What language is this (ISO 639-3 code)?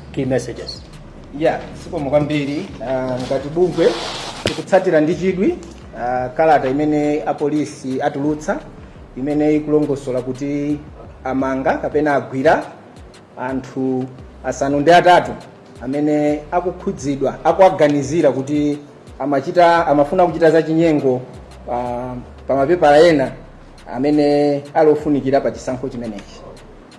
nya